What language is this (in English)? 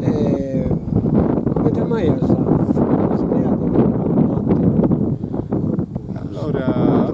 Sardinian